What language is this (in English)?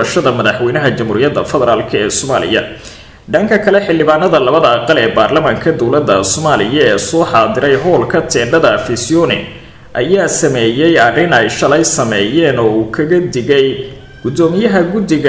Somali